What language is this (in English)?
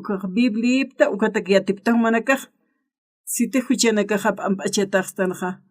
Aymara